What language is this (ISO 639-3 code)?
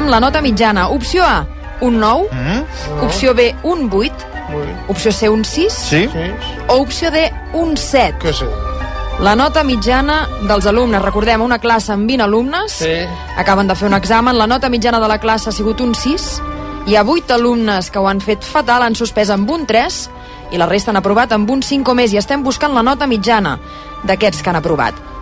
cat